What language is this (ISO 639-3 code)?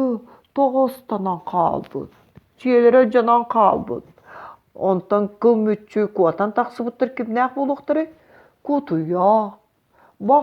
sah